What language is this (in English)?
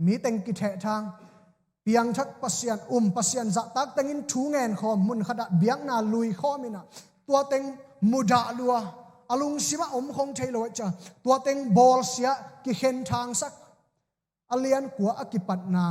Tedim Chin